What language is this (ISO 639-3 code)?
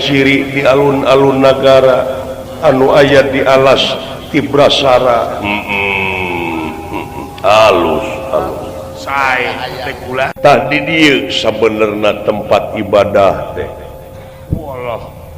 sun